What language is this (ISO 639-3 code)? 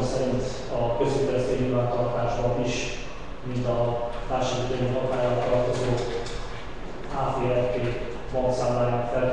hun